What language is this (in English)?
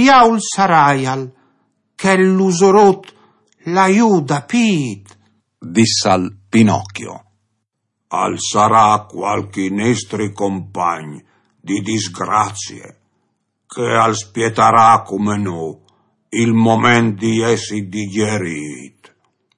Friulian